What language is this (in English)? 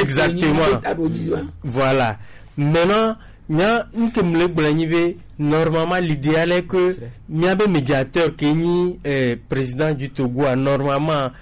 Gen